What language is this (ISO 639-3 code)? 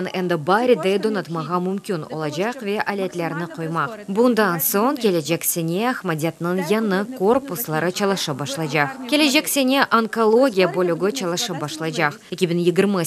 crh